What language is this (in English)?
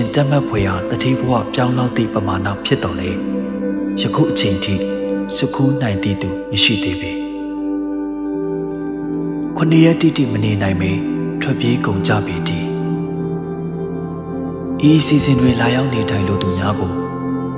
Burmese